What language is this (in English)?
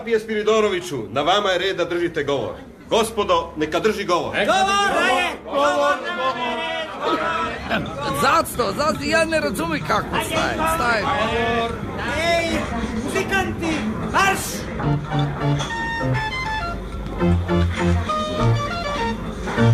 Croatian